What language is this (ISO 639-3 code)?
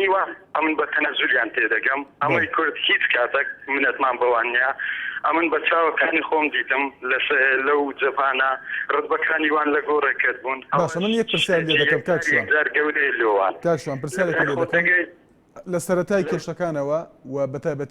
ckb